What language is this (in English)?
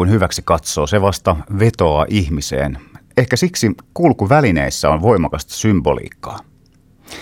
Finnish